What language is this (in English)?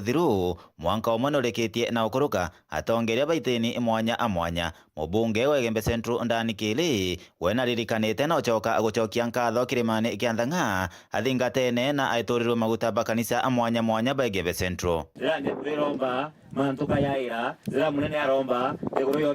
Meru